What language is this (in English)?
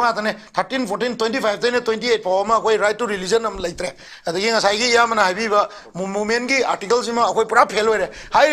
Manipuri